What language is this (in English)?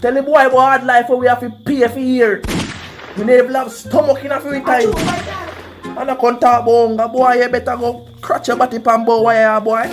Jamaican Creole English